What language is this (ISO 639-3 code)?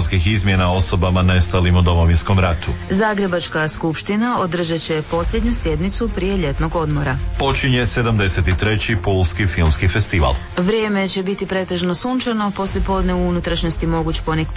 hrv